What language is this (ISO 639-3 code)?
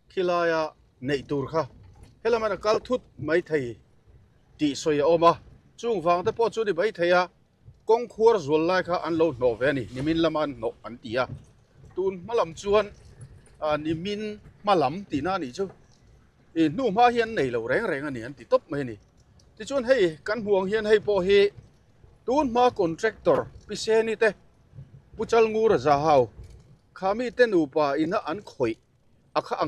lus